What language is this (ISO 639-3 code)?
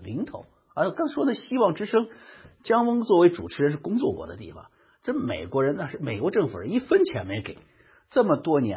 zho